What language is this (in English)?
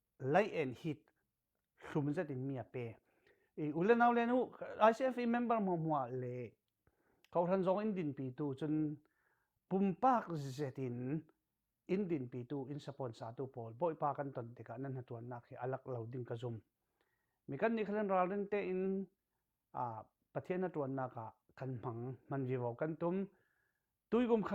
Falam Chin